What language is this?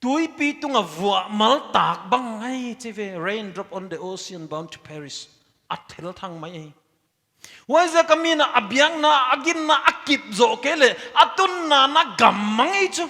Paite Chin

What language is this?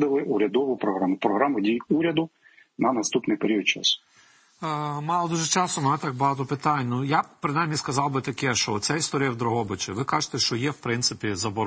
Ukrainian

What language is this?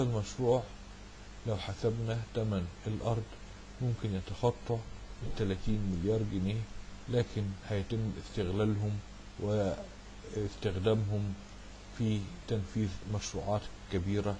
Egyptian Arabic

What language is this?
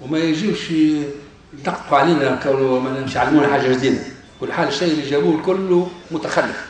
Tunisian Arabic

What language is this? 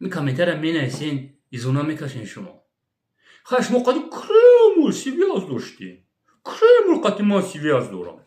Tajik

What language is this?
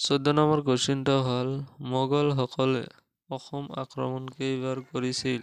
Assamese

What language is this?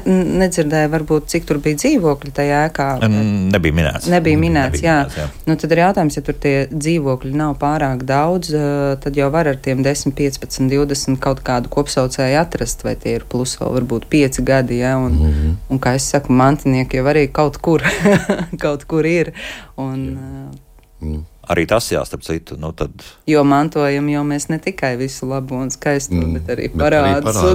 Latvian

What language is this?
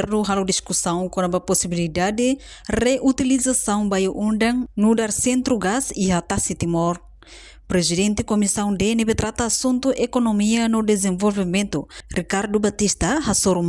Tetum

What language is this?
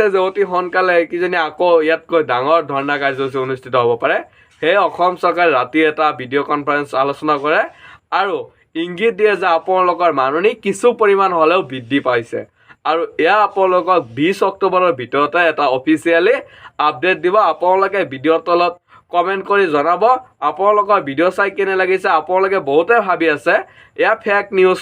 Assamese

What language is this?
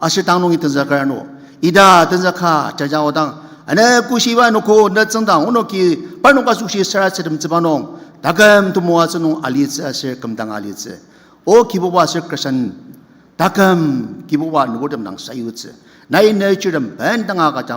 Ao Naga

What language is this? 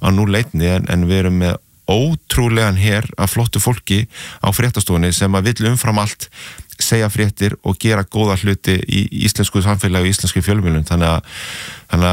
Icelandic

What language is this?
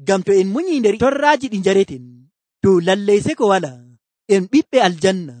Nigerian Fulfulde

